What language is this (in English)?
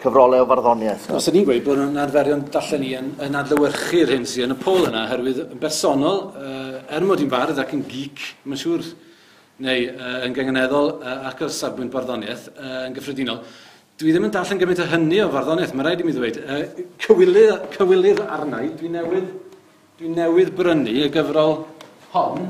Welsh